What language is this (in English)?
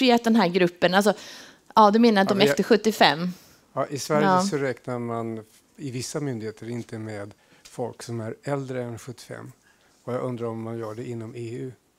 Swedish